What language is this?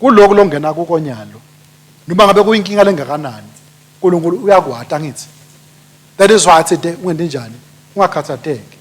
Swati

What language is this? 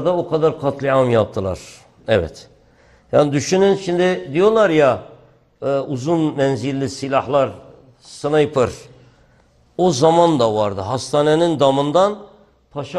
Turkish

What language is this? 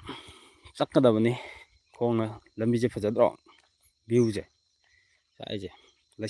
Manipuri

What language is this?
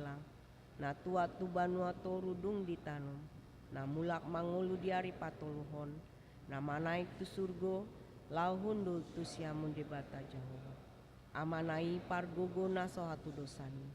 Batak Toba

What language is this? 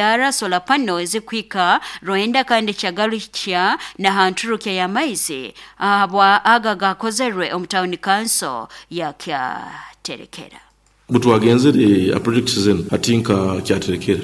Nyoro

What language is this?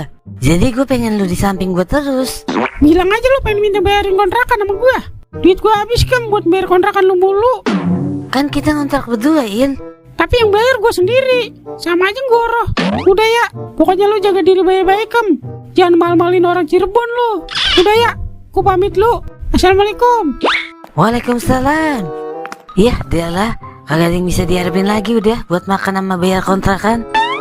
Betawi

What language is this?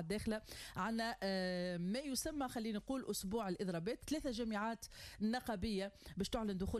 Tunisian Arabic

